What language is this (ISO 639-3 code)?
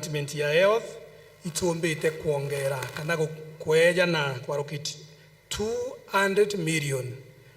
mer